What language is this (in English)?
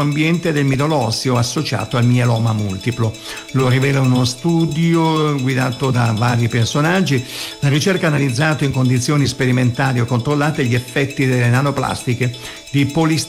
Italian